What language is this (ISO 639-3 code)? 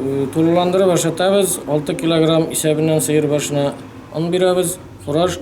tat